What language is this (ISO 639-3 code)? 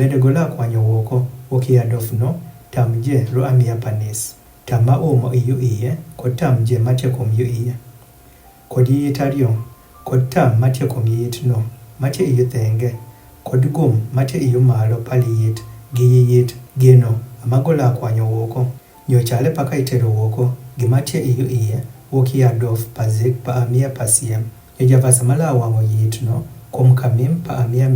adh